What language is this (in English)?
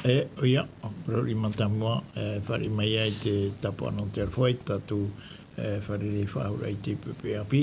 Tahitian